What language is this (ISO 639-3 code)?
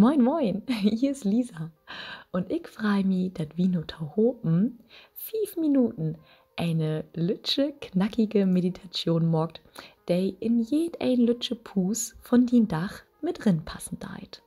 nds